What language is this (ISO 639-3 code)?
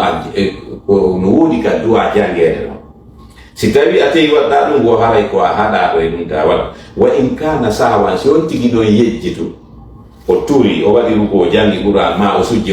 ful